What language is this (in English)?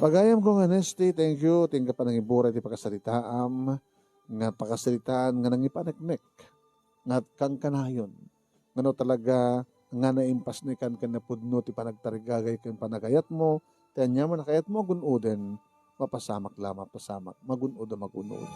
Iloko